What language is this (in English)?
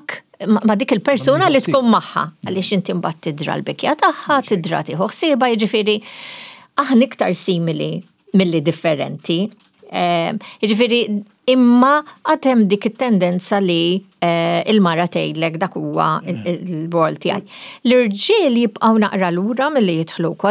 Maltese